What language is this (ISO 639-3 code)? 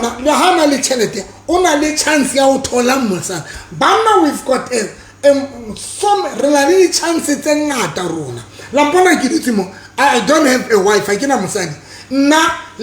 sot